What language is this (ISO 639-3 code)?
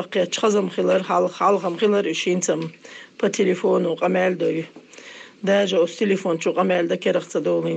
che